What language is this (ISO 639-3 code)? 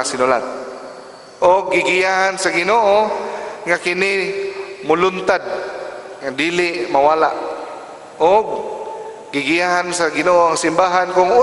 ceb